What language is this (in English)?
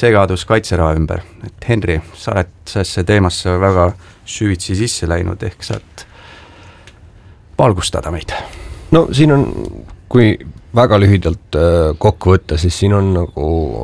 Estonian